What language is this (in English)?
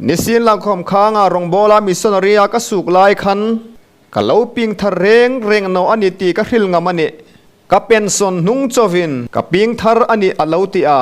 Hmar